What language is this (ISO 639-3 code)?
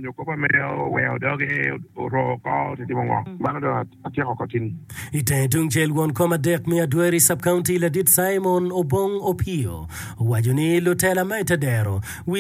ach